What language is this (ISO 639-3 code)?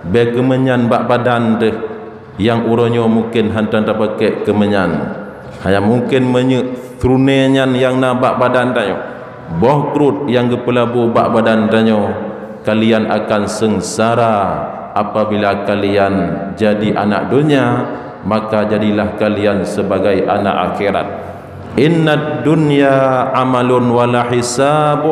ace